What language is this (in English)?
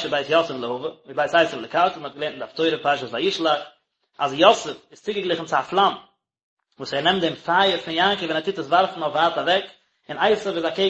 Yiddish